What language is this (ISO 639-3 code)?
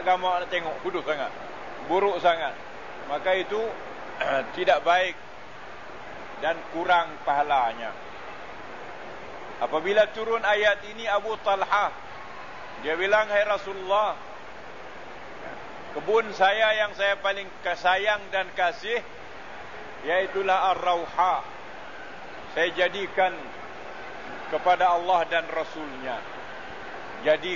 msa